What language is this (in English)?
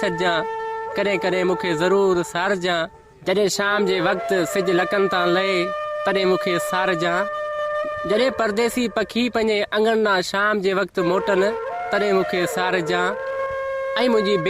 Sindhi